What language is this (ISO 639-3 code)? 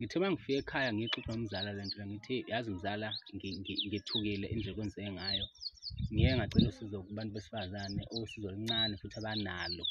zul